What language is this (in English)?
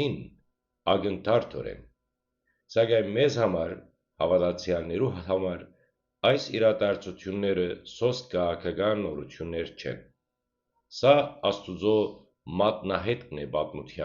Western Armenian